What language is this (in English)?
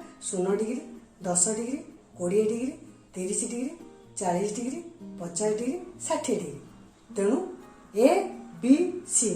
Odia